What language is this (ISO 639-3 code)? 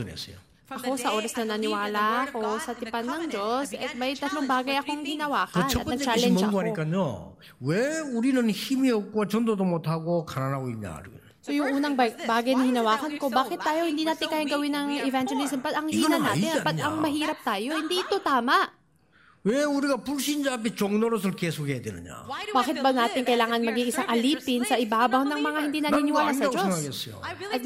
fil